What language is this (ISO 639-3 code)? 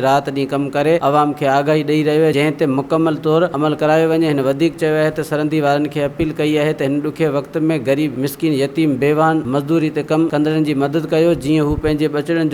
snd